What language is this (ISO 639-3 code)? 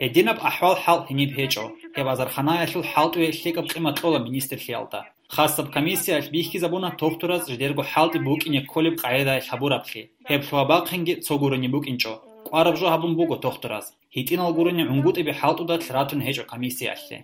ava